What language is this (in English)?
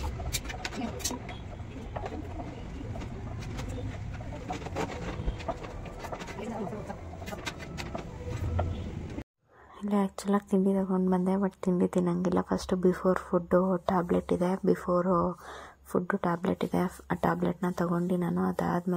Kannada